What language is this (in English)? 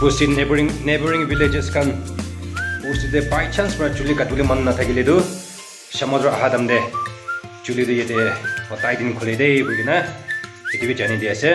Naga Pidgin